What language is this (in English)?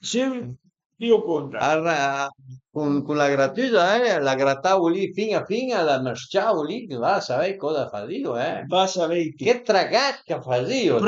Piedmontese